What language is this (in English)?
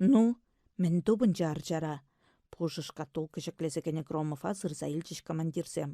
Chuvash